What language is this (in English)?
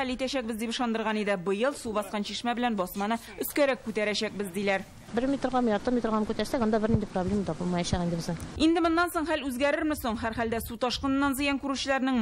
Tatar